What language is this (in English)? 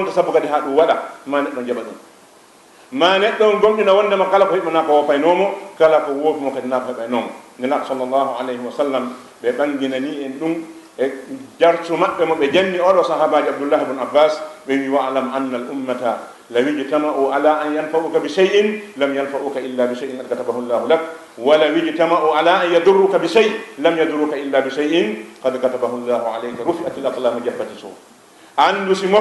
Fula